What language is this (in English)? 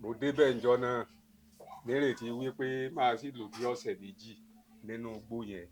Yoruba